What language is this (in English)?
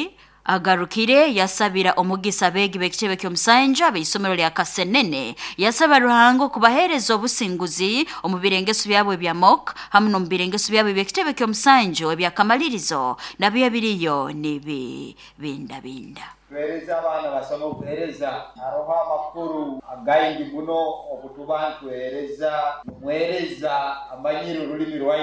Nyoro